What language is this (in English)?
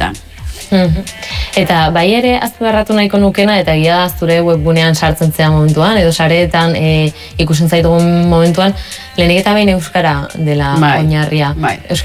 Basque